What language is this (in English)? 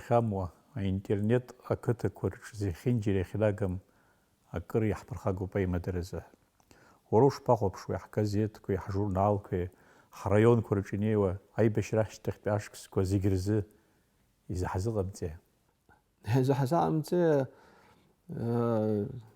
Abkhazian